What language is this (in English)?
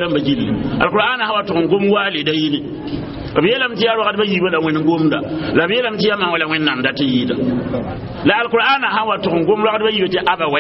Mossi